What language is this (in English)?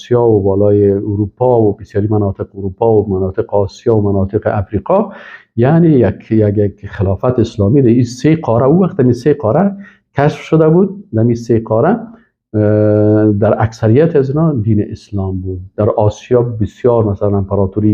Persian